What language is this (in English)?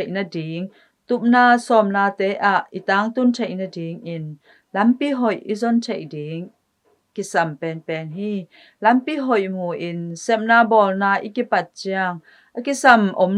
Tedim Chin